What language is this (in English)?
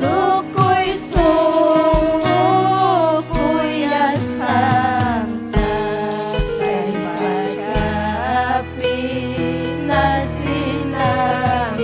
Ayacucho Quechua